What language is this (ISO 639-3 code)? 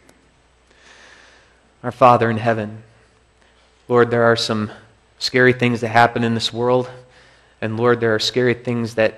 eng